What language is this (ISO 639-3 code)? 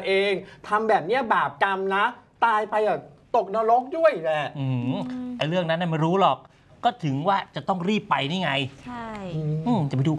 tha